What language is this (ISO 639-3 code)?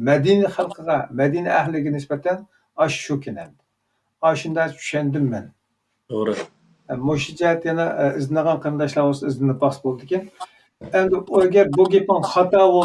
uig